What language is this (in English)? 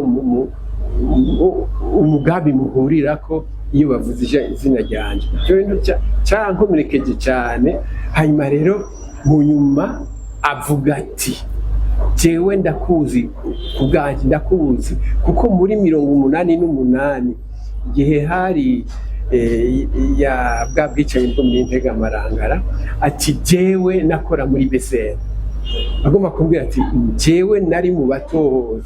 Rundi